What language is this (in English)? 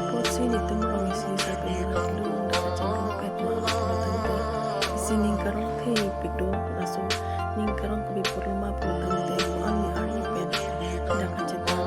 Karbi